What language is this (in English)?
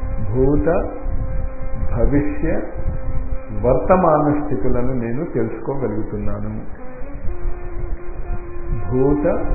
Telugu